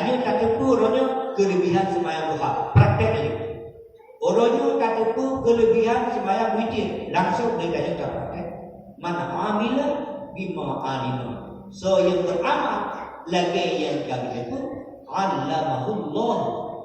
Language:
Achinese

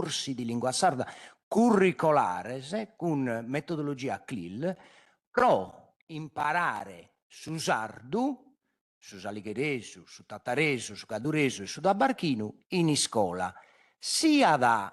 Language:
Sardinian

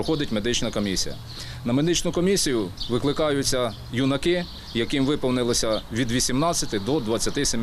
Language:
Ukrainian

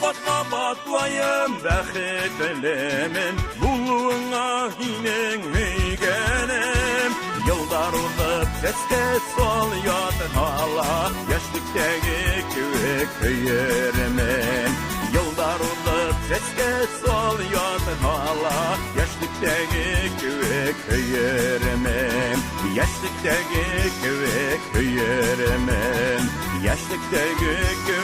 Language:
Bashkir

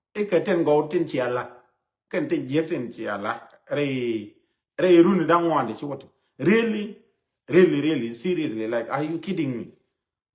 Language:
Nuer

